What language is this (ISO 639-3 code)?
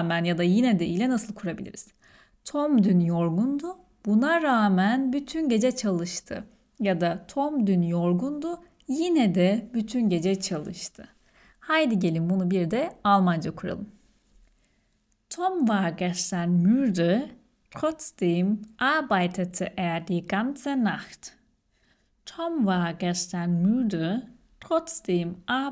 tur